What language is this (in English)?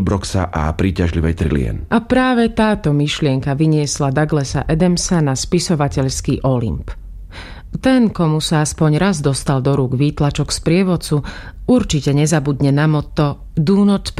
Slovak